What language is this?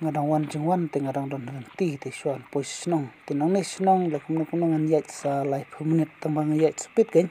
Khasi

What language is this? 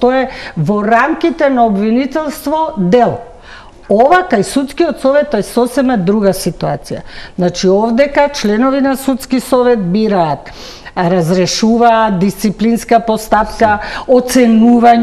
Macedonian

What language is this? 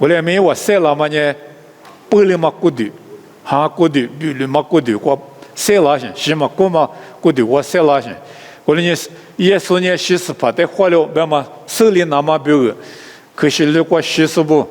Lisu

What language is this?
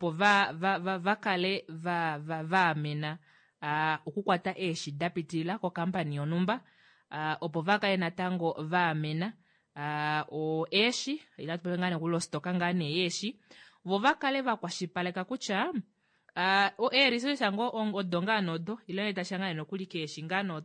Kuanyama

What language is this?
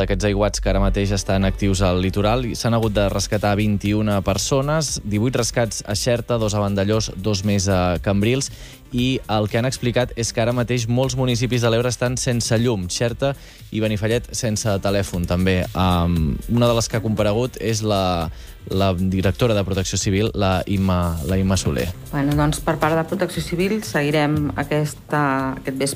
Catalan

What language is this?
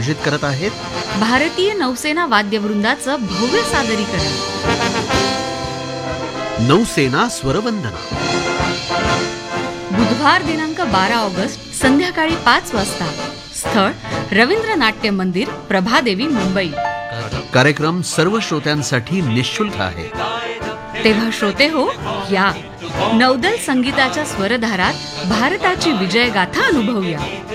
Marathi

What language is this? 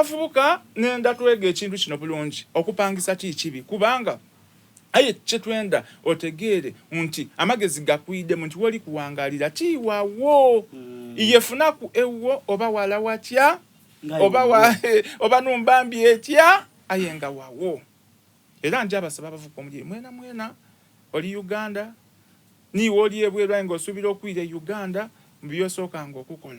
Soga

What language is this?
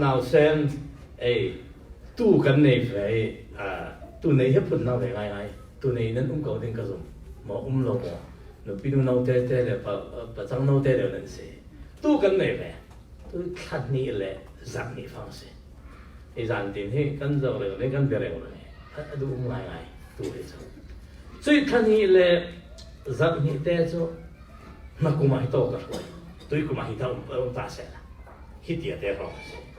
Falam Chin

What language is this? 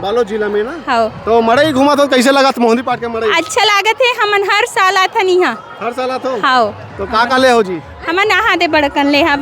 Chhattisgarhi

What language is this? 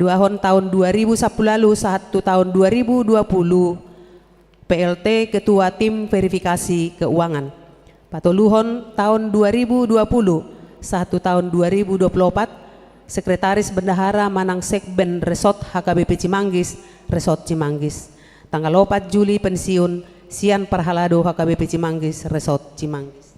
Batak Toba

